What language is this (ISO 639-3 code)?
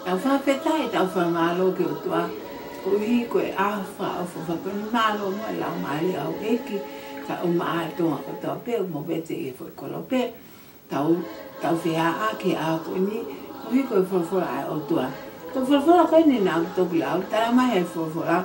ton